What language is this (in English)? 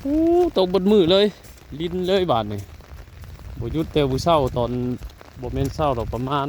Northeastern Thai